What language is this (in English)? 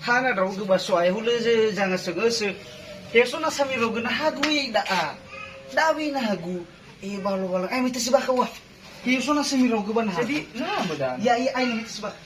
Nias